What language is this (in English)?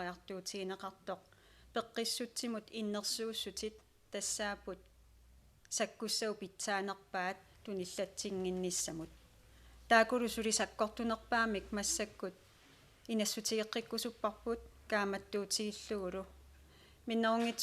Kalaallisut